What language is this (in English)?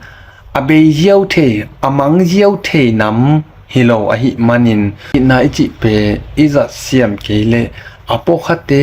Tedim Chin